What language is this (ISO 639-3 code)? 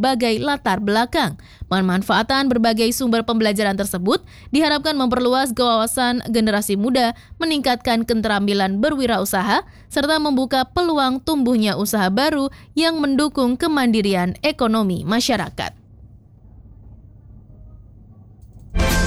ind